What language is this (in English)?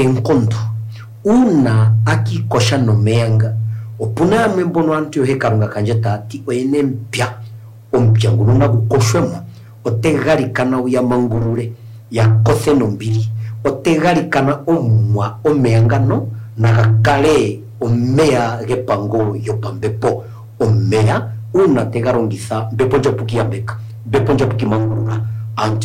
Kuanyama